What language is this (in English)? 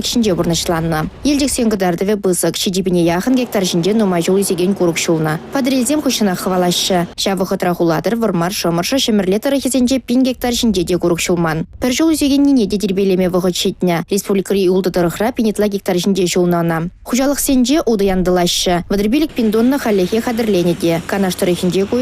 Chuvash